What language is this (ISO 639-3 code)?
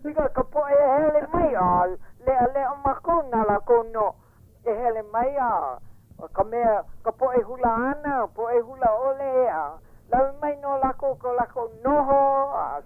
haw